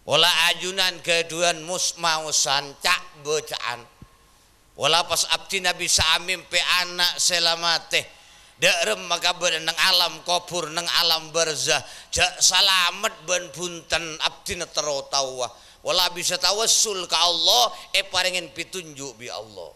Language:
Madurese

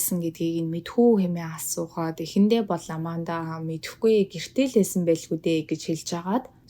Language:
Mongolian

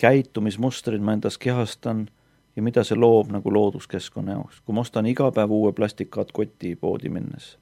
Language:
Estonian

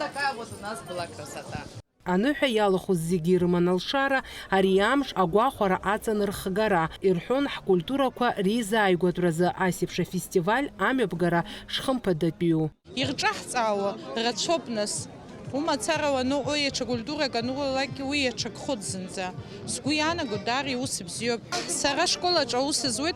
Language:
Abkhazian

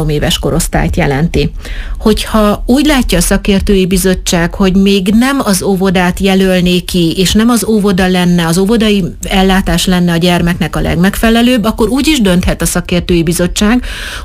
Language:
Hungarian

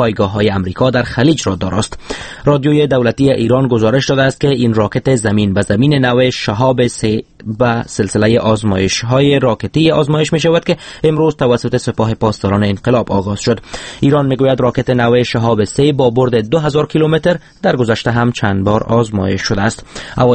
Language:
Persian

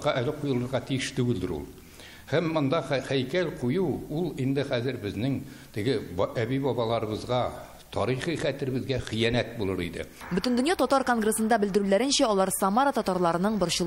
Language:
Tatar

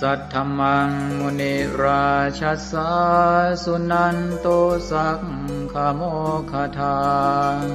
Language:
Pali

